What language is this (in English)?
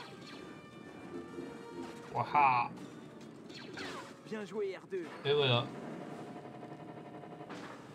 French